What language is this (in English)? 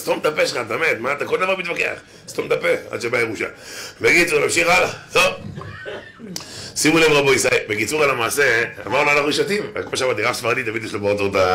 Hebrew